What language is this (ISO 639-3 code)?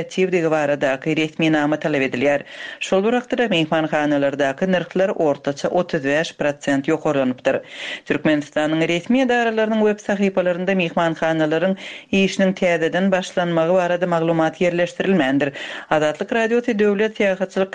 tuk